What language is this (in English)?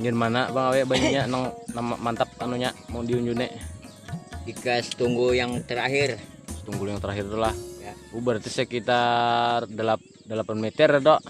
Banjar